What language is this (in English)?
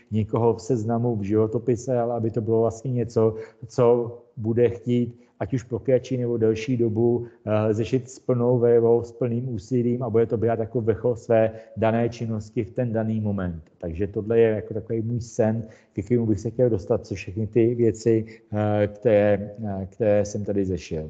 Czech